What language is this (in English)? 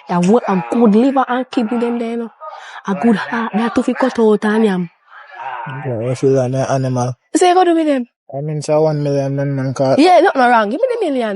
Jamaican Creole English